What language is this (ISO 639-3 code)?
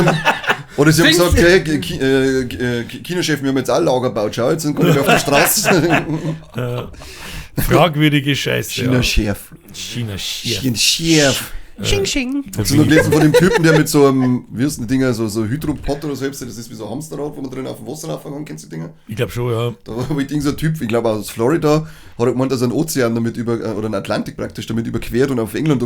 bar